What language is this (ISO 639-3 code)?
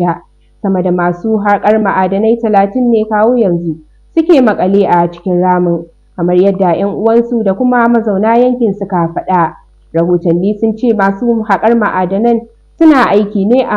hau